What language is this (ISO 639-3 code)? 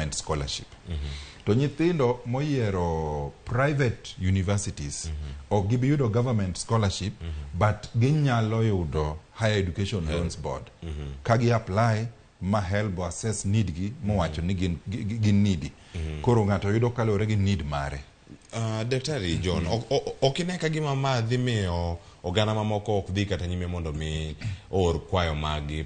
luo